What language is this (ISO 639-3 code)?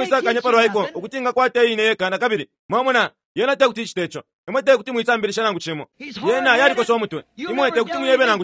bem